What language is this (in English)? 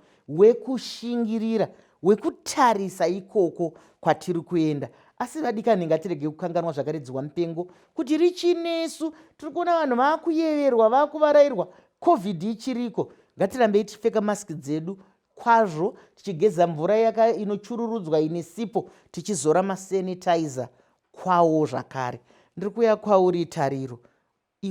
Shona